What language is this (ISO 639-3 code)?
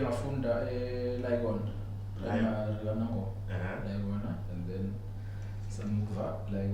zul